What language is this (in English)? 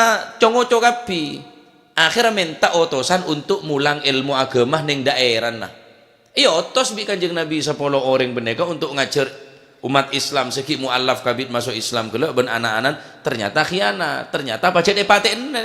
Madurese